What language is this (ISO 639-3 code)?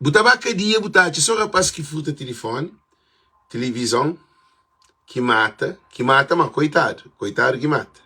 kea